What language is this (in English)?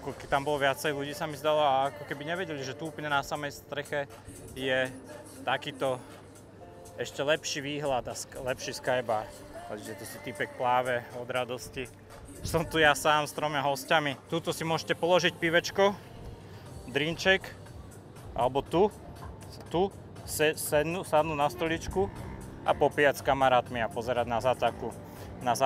Slovak